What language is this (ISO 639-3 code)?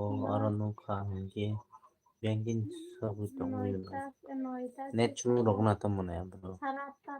trp